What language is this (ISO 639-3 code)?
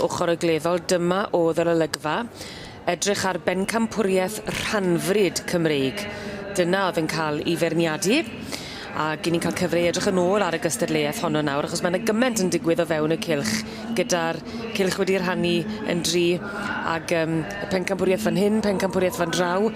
cym